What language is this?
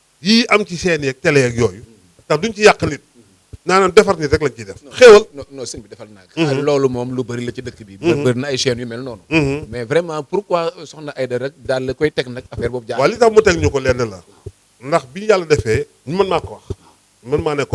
Wolof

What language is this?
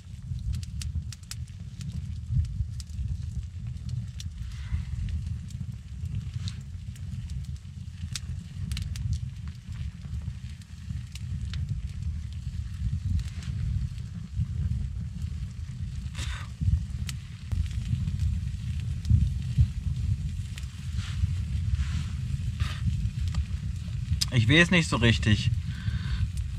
German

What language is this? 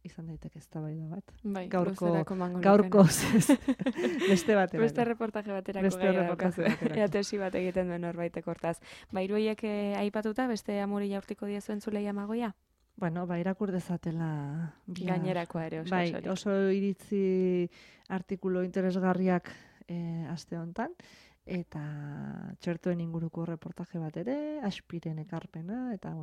Basque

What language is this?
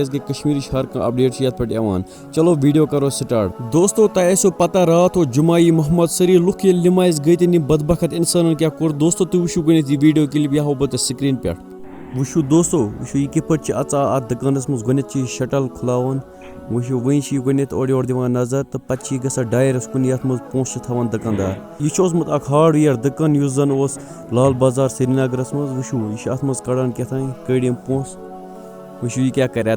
Kashmiri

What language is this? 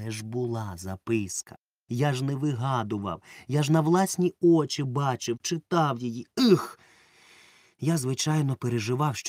Ukrainian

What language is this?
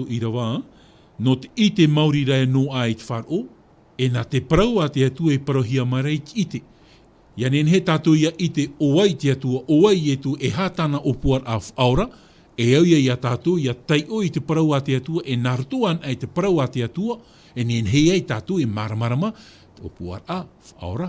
Tahitian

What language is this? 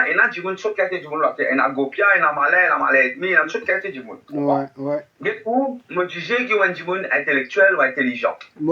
Morisyen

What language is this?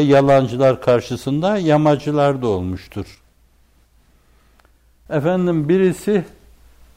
Turkish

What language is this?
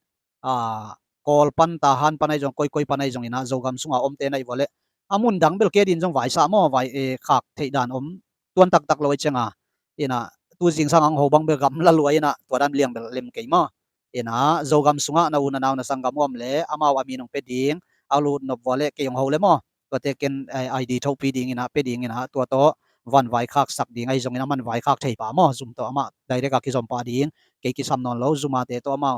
Tedim Chin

